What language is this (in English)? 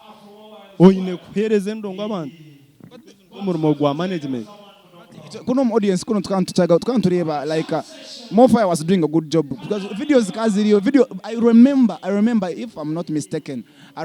Nyankole